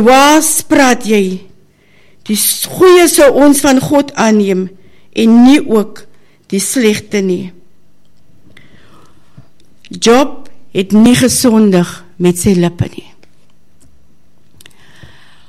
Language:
Afrikaans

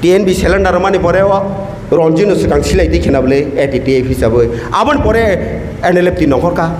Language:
Kok Borok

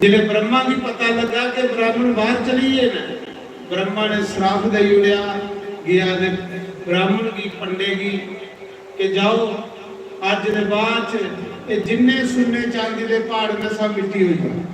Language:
Dogri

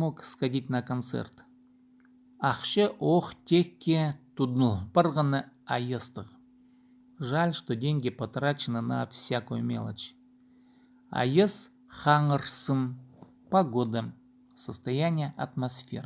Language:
Khakas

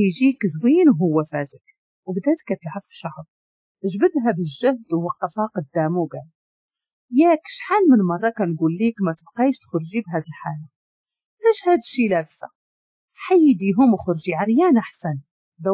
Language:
Moroccan Arabic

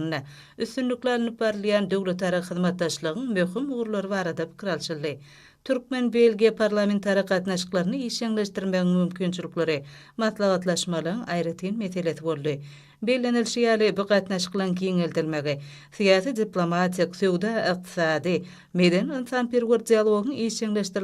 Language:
Turkmen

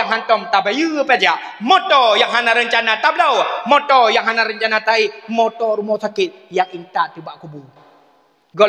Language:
Achinese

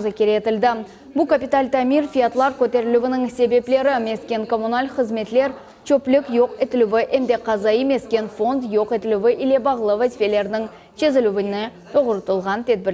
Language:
Crimean Tatar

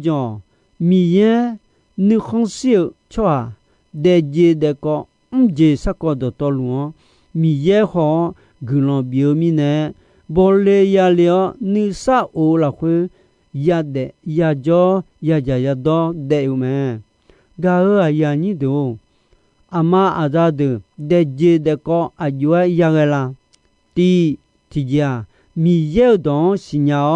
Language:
Akha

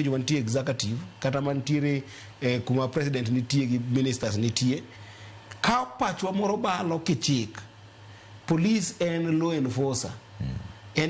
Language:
Luo (Kenya and Tanzania)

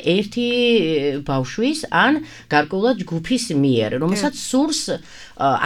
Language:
Georgian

